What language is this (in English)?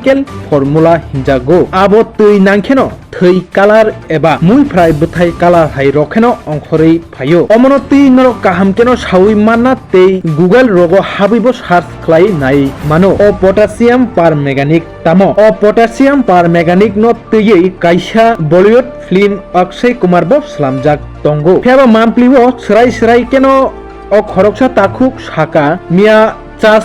Kok Borok